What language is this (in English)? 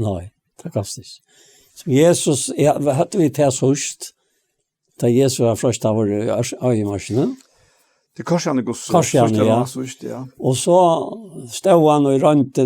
Faroese